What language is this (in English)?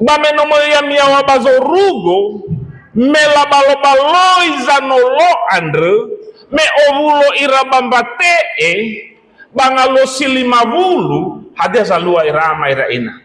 Nias